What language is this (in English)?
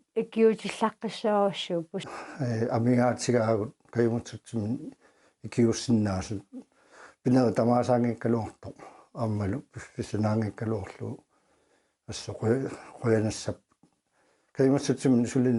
Kalaallisut